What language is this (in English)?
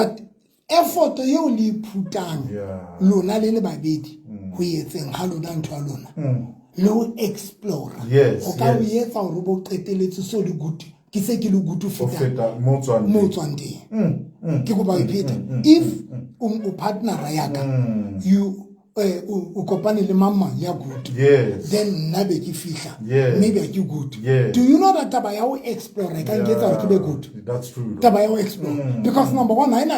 Southern Sotho